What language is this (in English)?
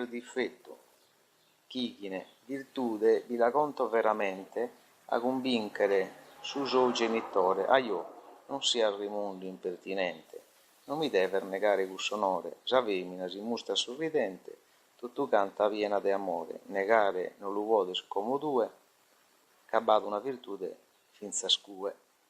Sardinian